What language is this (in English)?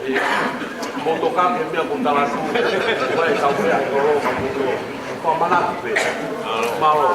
Tongan